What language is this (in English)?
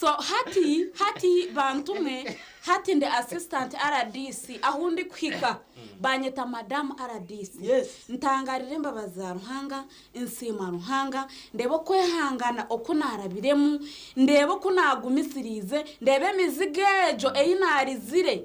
Nyankole